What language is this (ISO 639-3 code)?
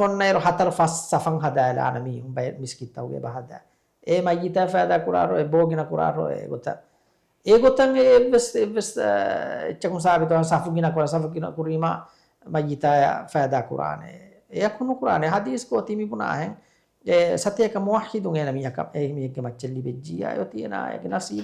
div